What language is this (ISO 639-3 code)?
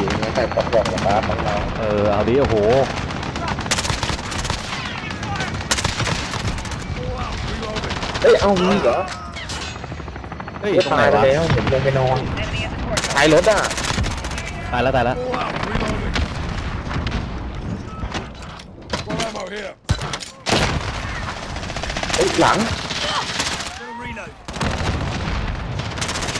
tha